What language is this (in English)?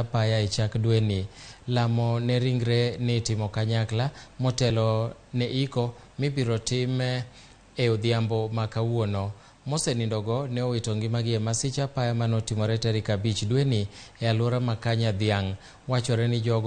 Luo (Kenya and Tanzania)